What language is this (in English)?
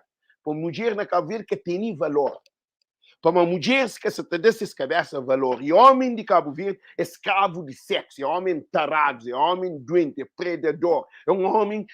Kabuverdianu